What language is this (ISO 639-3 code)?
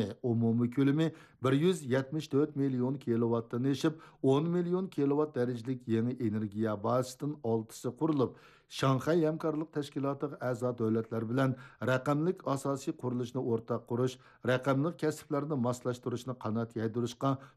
uig